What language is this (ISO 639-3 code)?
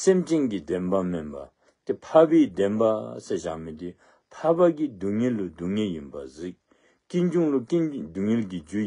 dzo